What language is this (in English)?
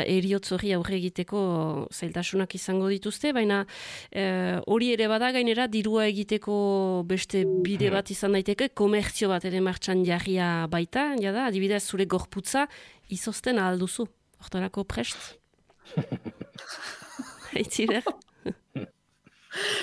Basque